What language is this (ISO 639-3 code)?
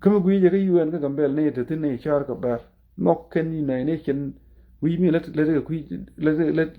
nus